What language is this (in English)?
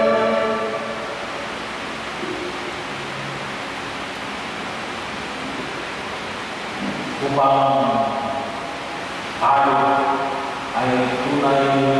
Filipino